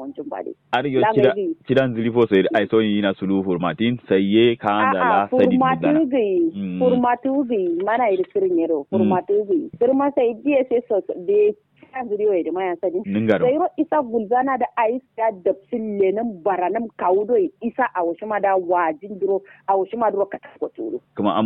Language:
Kanuri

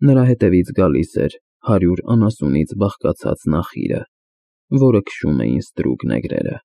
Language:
Armenian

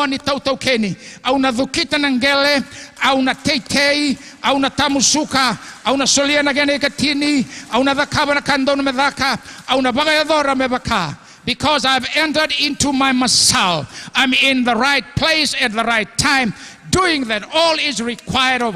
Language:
Fijian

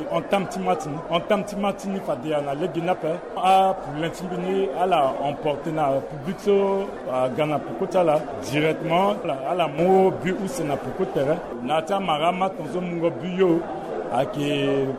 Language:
Sango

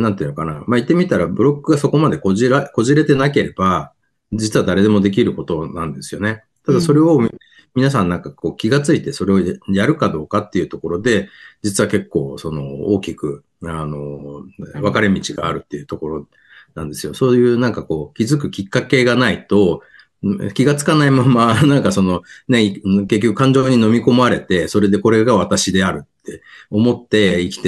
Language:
Japanese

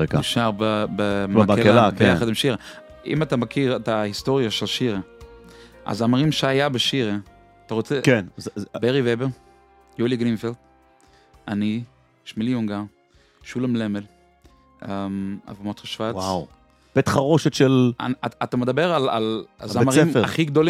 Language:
Hebrew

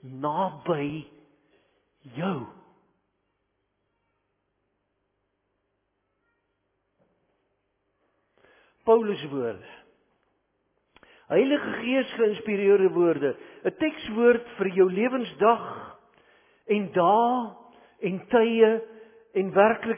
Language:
Afrikaans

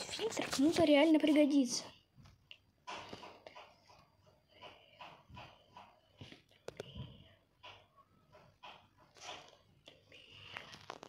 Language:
Russian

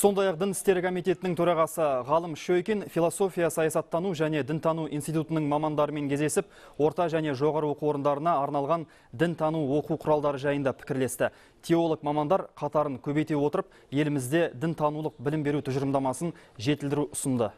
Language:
Kazakh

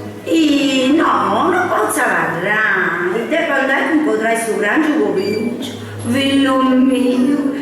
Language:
Sardinian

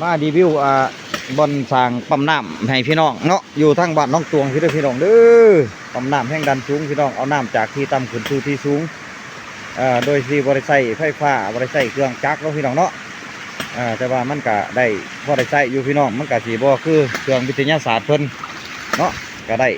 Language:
Lao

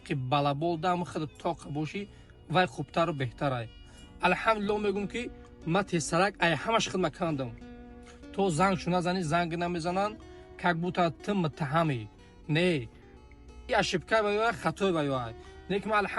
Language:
Tajik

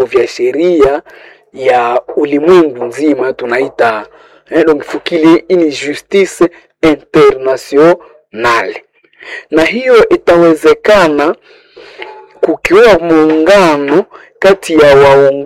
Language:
Swahili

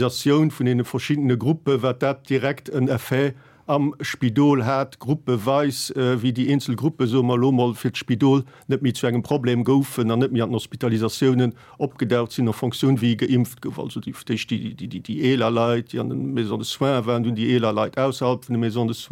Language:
Luxembourgish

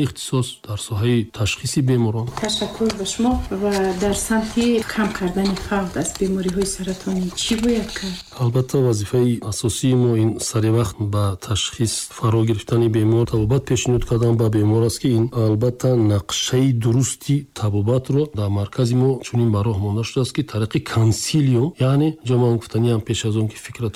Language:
Tajik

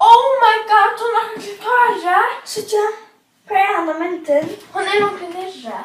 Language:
Faroese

